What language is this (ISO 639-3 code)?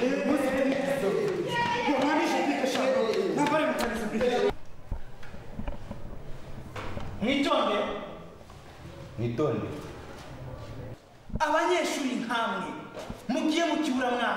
kin